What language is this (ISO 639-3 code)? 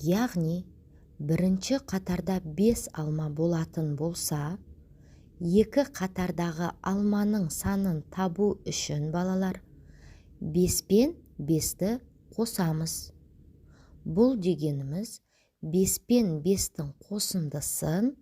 kaz